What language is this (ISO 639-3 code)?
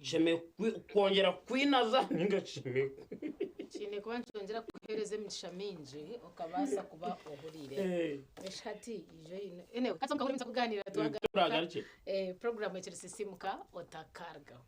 nyn